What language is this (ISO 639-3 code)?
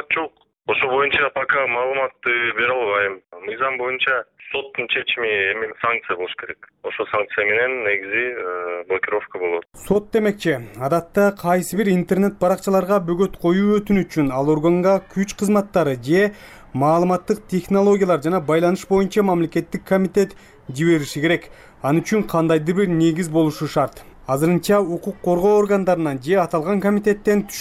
kir